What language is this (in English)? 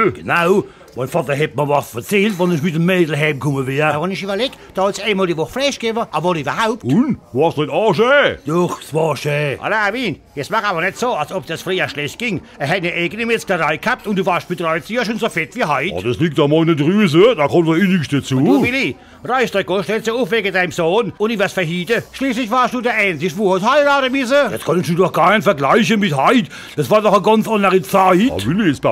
Palatine German